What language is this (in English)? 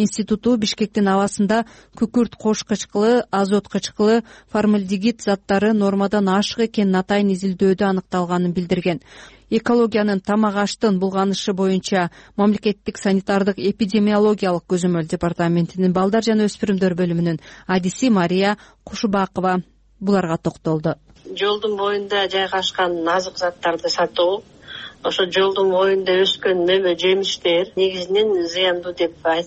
Kyrgyz